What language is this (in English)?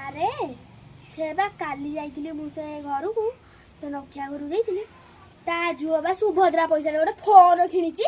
Odia